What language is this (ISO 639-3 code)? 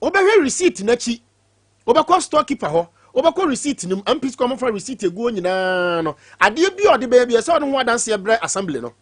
aka